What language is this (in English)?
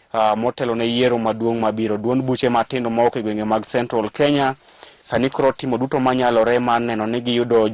Luo (Kenya and Tanzania)